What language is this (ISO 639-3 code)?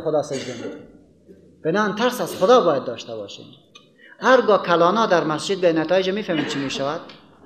fas